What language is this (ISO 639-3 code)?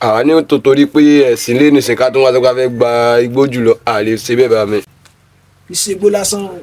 yor